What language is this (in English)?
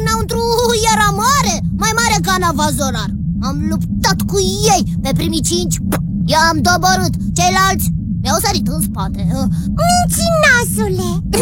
Romanian